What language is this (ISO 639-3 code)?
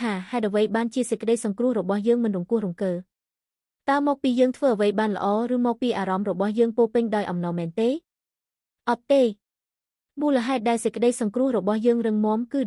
khm